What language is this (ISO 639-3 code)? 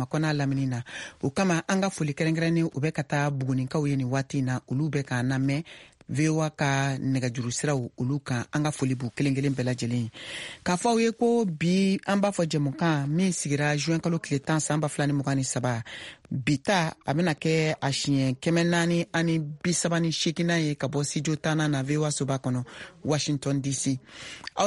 bam